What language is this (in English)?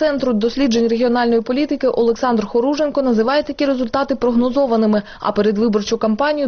Ukrainian